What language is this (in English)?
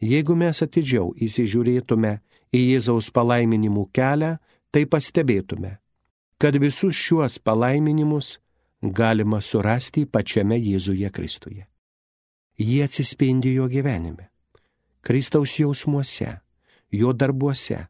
Lithuanian